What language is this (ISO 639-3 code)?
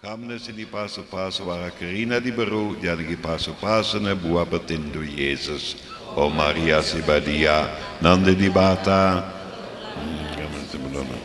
btx